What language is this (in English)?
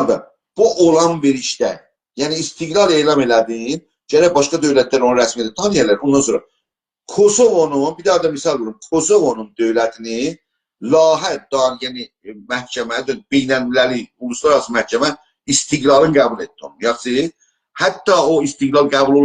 South Azerbaijani